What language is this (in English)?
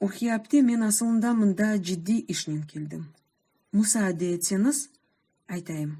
Crimean Tatar